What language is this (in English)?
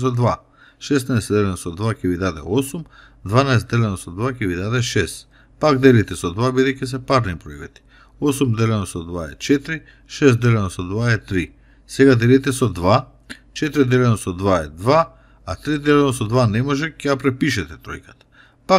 Macedonian